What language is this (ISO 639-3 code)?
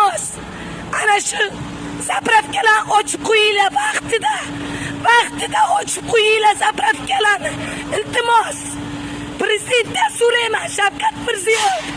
uzb